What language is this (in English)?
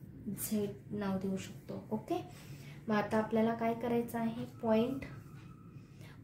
Marathi